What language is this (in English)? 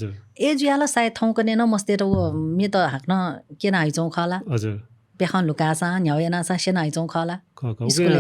Newari